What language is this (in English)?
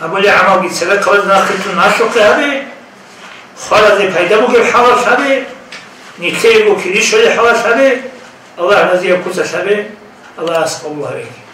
Avaric